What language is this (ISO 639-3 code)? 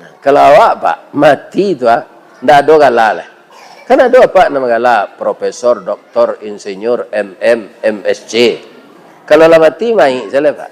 min